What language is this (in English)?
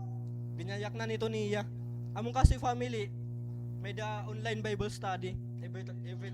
Waray